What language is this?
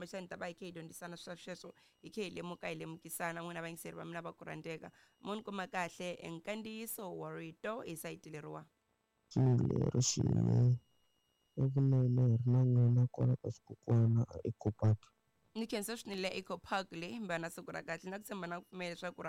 Tsonga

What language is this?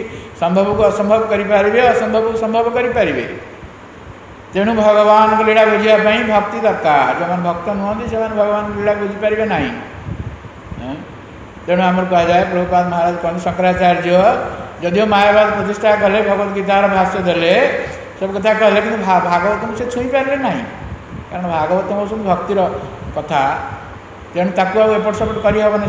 Odia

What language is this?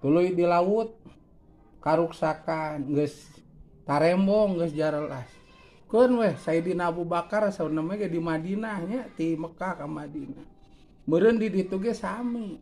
Sundanese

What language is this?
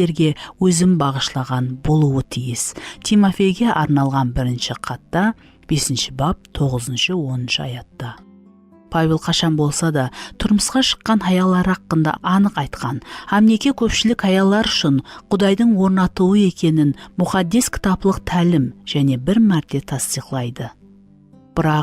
Kara-Kalpak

